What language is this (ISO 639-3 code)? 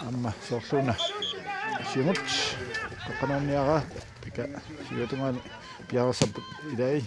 kal